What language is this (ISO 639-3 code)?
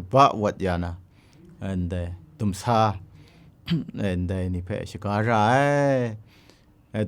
kac